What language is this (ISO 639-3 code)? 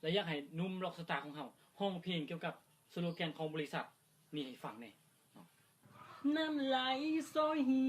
lao